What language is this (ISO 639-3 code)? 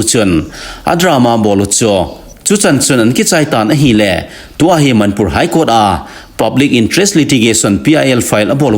tcz